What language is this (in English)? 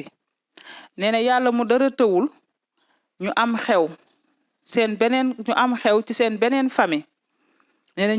Wolof